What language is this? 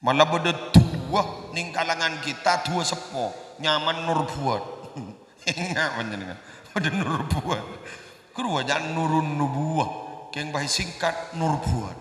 Madurese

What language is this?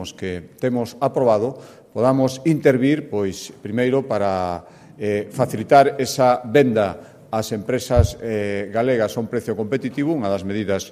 Galician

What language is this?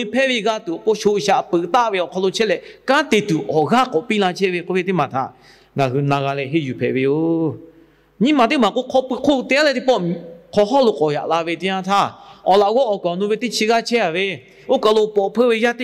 Lahu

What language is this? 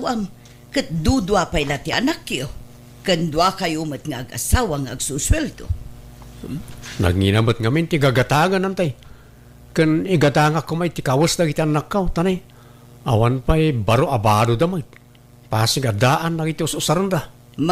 Iloko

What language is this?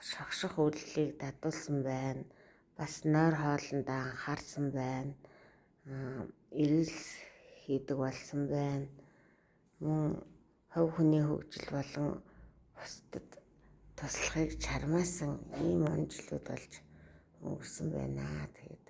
Mongolian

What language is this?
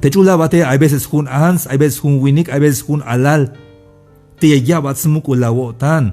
Tzeltal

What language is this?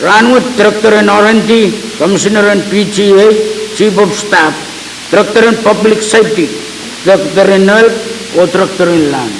Pohnpeian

